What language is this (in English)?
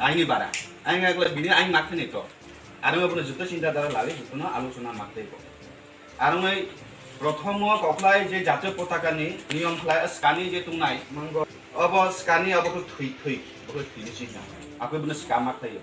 Kok Borok